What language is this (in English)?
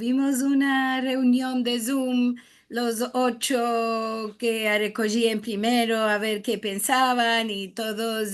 Ladino